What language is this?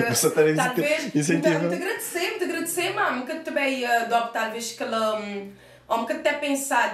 Kabuverdianu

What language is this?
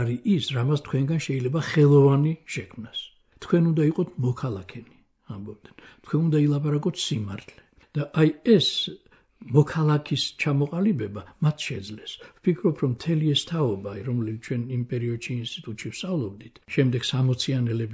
Georgian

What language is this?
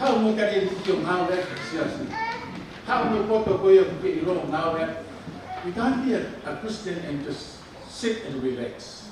Tongan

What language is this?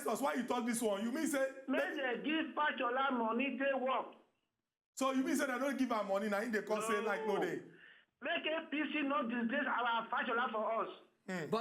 Nigerian Pidgin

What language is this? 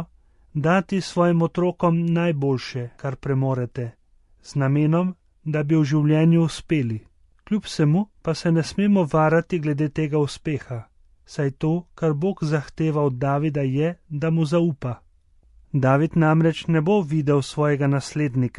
Slovenian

